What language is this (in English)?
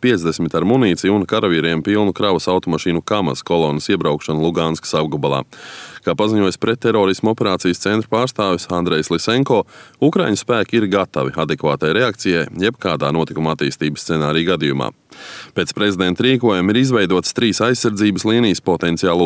Latvian